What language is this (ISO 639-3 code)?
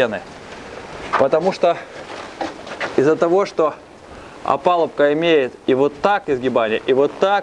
rus